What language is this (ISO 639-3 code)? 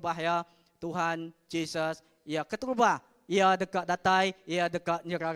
iba